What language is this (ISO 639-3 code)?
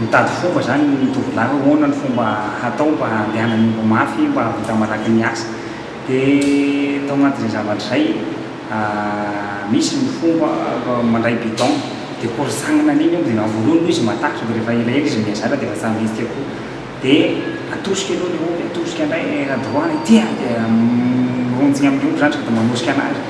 mlg